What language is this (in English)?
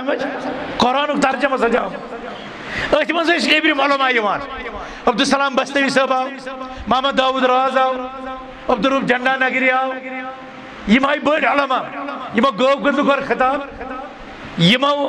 Kashmiri